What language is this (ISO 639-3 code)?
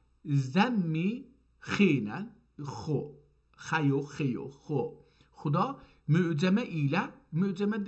azb